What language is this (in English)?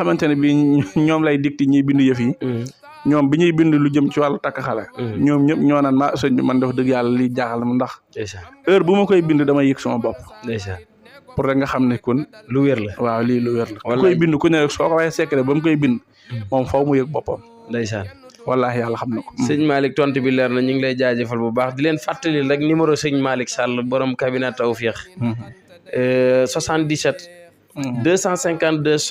Wolof